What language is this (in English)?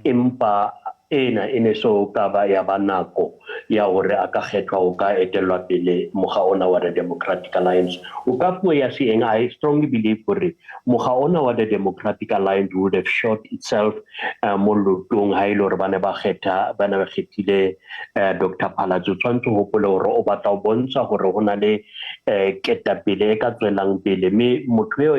Southern Sotho